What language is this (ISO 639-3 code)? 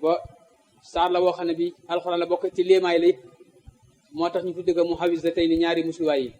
wol